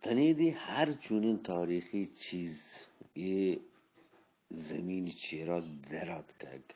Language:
Eastern Balochi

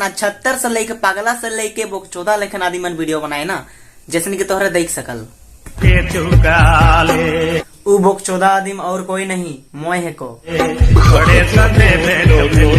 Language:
Sadri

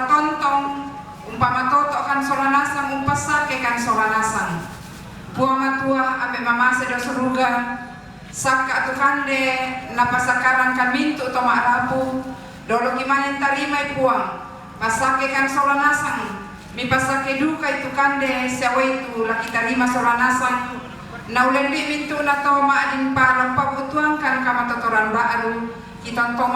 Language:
Toraja-Sa'dan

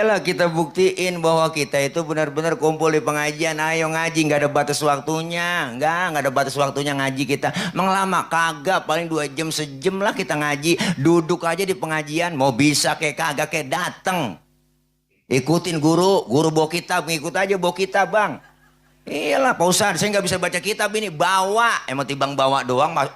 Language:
Betawi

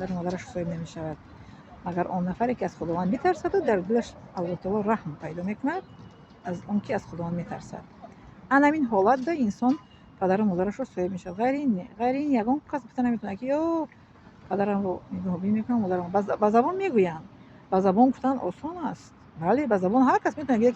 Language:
Tajik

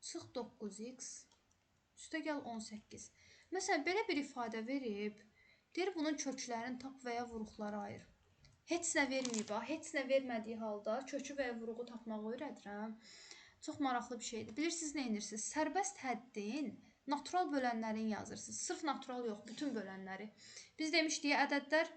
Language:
Azerbaijani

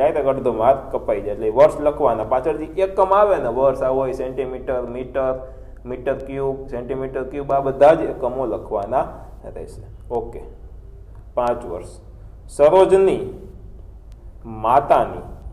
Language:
Gujarati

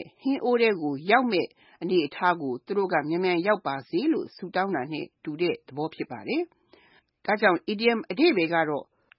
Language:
Burmese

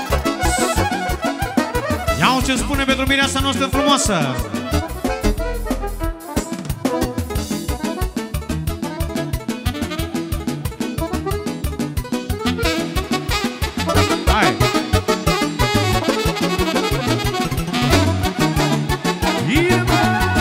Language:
Romanian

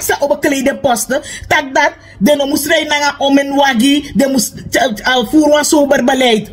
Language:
Sranan Tongo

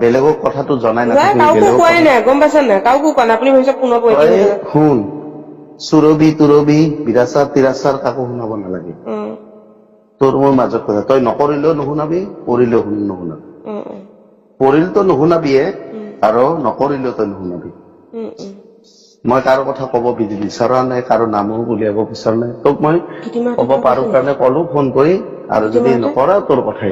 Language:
Assamese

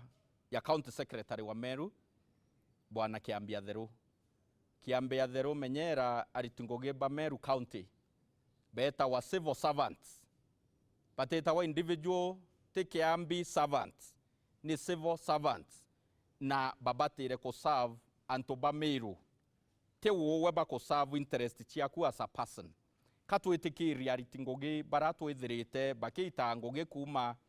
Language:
Meru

